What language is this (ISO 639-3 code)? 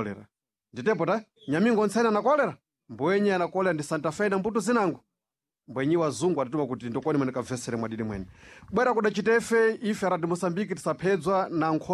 seh